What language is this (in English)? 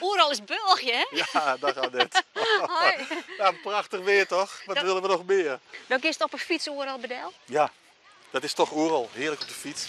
Western Frisian